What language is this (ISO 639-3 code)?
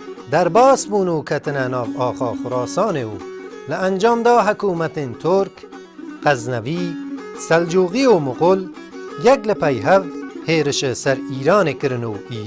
kur